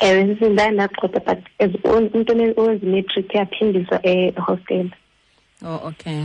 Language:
Xhosa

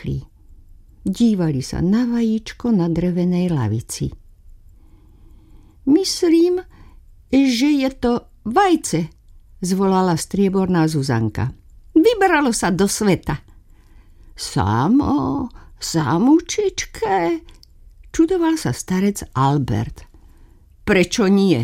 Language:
Slovak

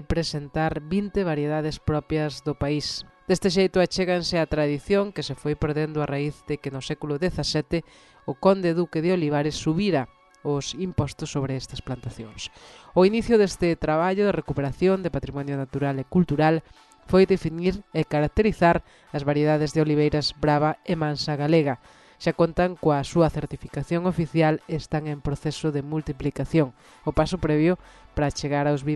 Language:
Galician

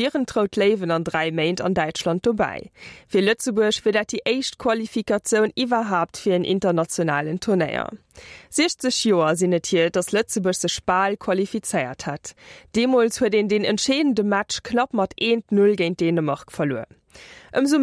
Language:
Luxembourgish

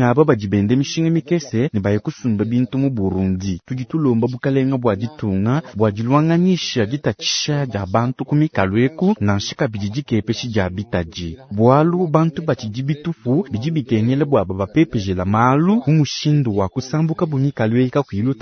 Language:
Luba-Lulua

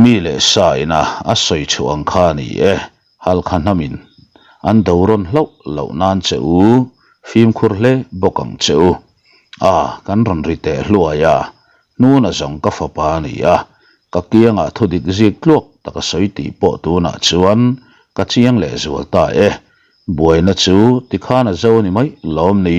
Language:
Mizo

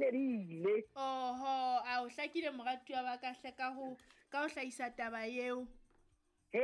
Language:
Southern Sotho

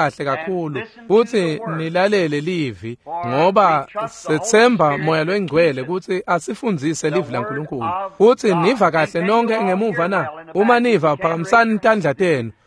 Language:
Swati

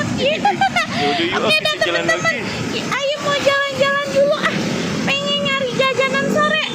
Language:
Betawi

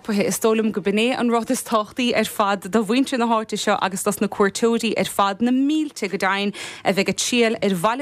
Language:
Irish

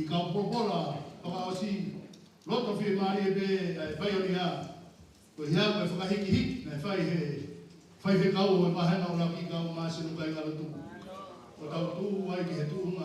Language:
Tongan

